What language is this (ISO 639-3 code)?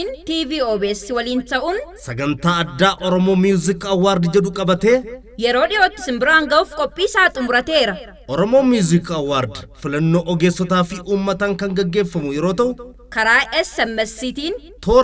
orm